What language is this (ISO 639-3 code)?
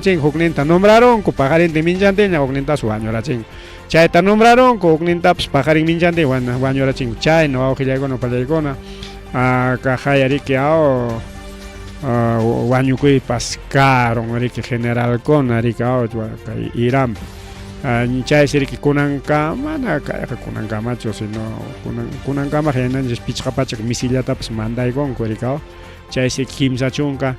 quy